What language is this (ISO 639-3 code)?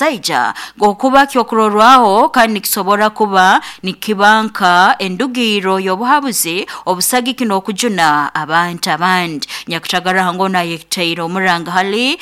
nyo